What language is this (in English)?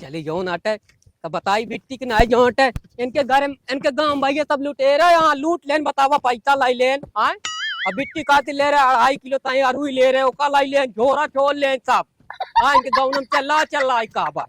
Awadhi